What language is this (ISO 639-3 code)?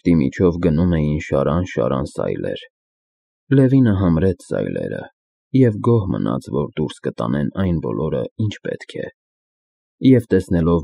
hye